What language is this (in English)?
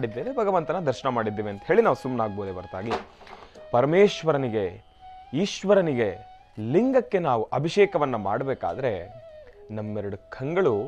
Kannada